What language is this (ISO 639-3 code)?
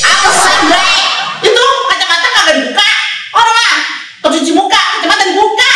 bew